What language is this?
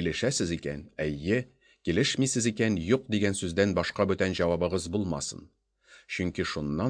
Tatar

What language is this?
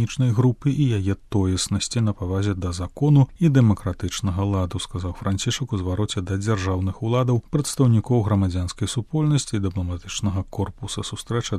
Belarusian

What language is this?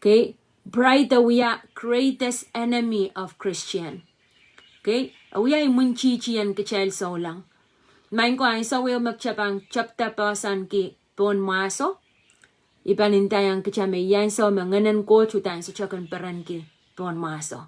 Pohnpeian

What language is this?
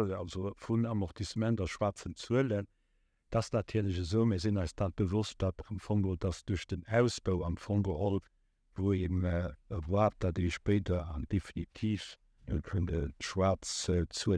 Luxembourgish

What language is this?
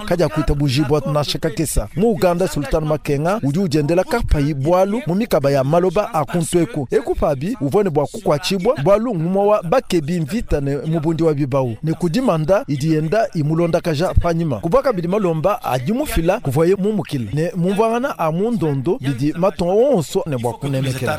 Luba-Lulua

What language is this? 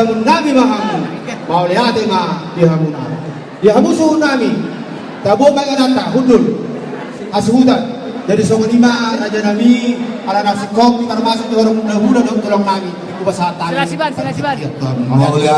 Batak Toba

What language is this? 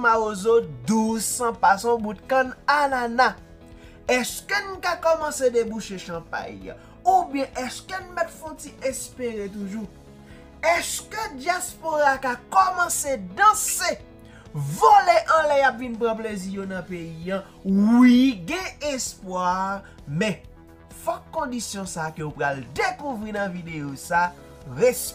Haitian Creole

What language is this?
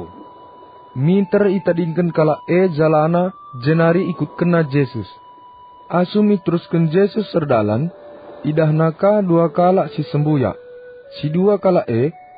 Batak Karo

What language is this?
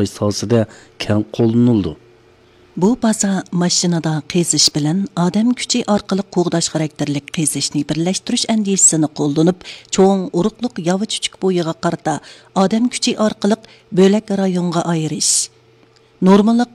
Uyghur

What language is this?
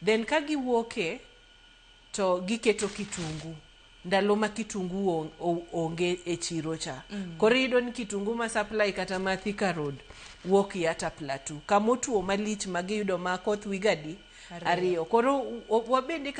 Luo (Kenya and Tanzania)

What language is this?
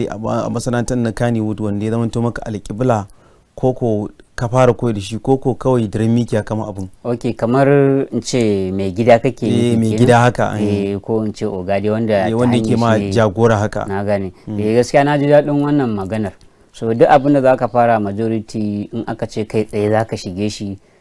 Hausa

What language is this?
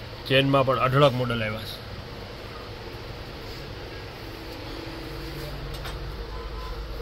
Gujarati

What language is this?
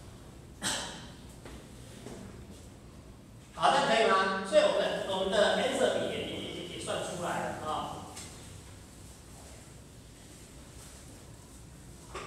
Chinese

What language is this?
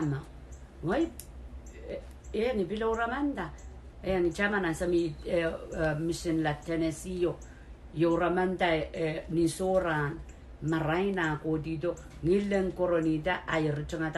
Pohnpeian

